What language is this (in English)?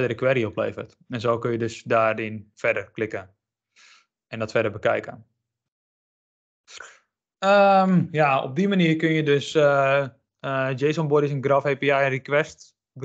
Dutch